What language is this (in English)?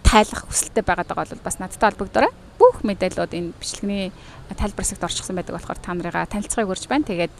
Mongolian